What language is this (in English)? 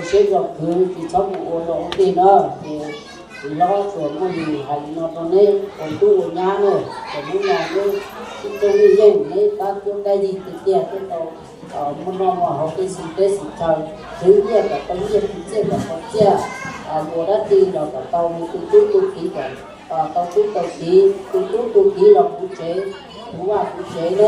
Hmong